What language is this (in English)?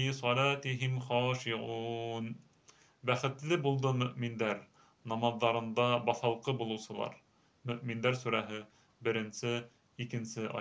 Bashkir